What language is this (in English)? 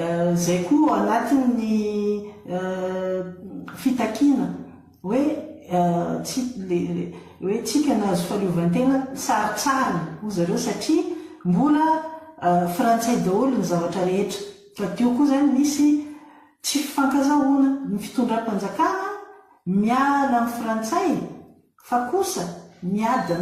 Malagasy